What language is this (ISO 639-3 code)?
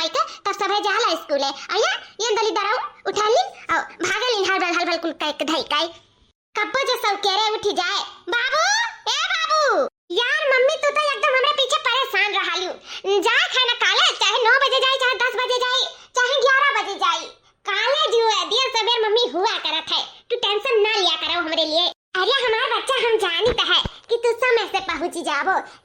awa